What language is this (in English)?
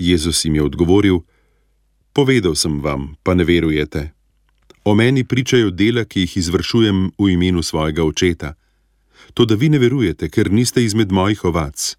Slovenian